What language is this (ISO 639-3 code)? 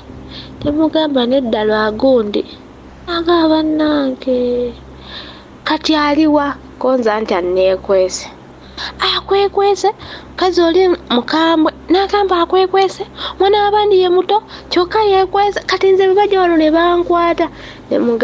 lug